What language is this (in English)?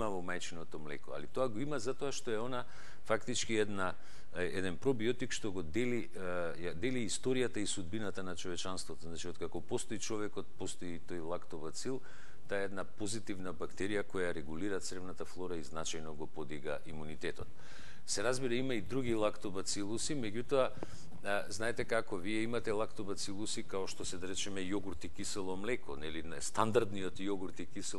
Macedonian